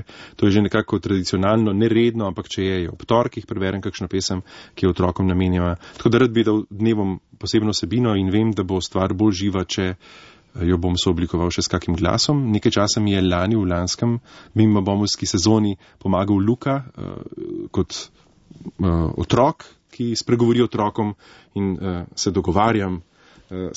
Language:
Slovenian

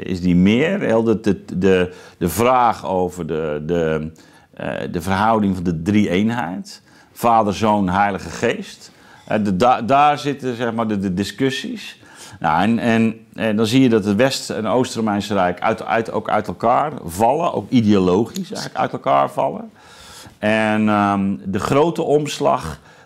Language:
Dutch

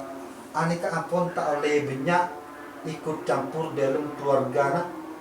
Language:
Madurese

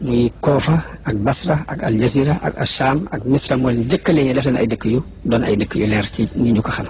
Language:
Wolof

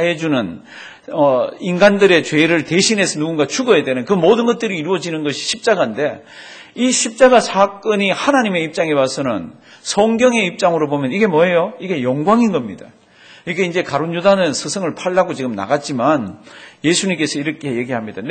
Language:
Korean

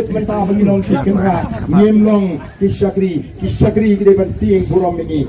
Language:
Khasi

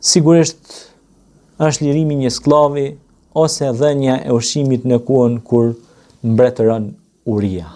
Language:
Albanian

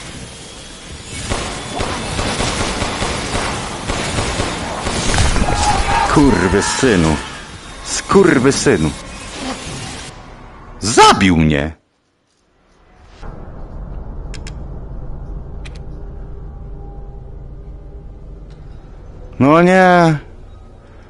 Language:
Polish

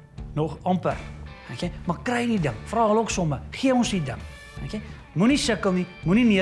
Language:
Afrikaans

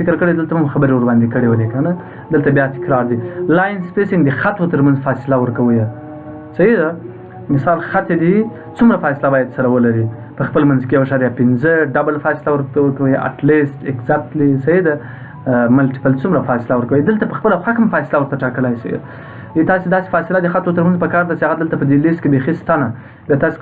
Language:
Pashto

